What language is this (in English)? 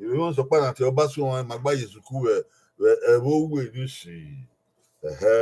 Bini